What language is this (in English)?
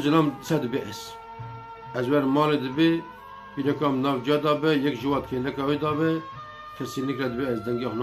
Kurdish